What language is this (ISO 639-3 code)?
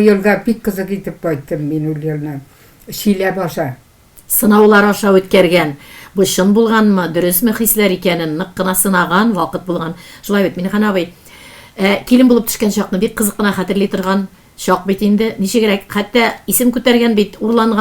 tat